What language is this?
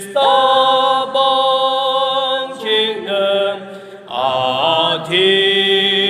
Yimchungru Naga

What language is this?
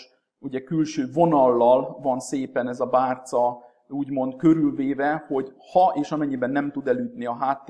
Hungarian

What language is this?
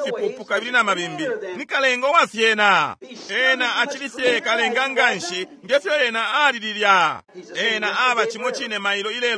Bemba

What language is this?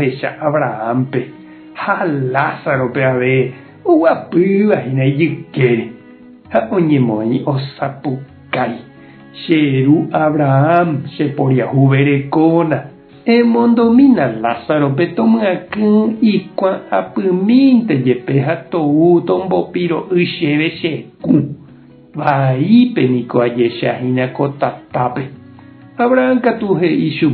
Guarani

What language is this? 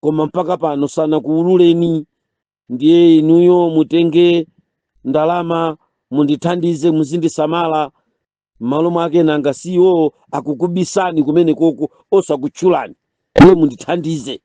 Nyanja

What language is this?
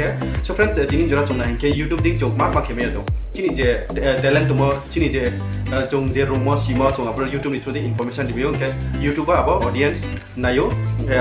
Riang (India)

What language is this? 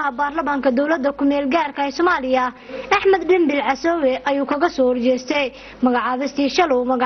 Somali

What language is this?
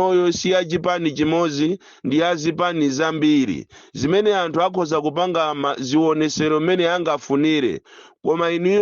Nyanja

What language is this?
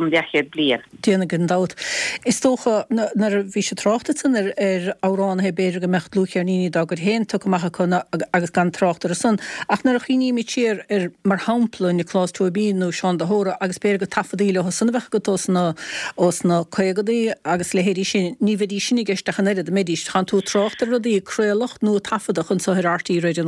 Irish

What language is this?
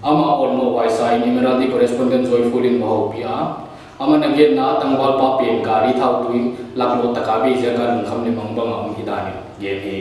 Paite Chin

